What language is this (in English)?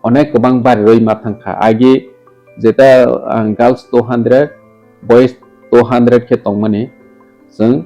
Kok Borok